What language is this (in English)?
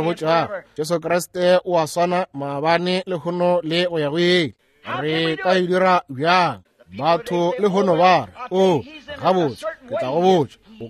Northern Sotho